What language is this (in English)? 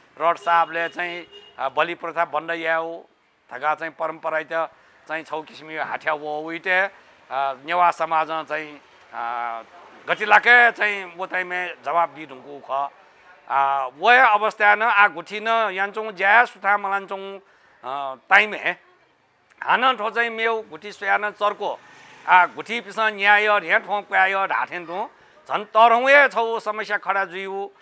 Newari